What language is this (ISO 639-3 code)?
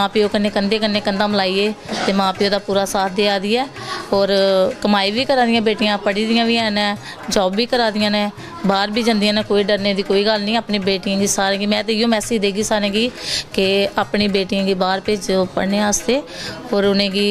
doi